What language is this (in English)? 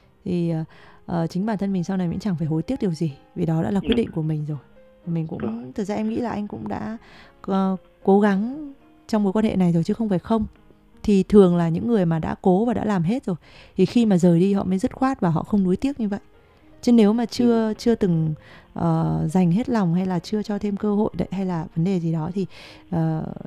Vietnamese